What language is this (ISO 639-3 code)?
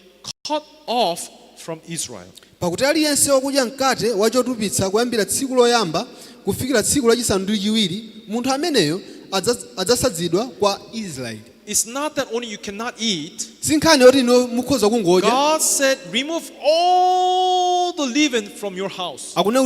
nya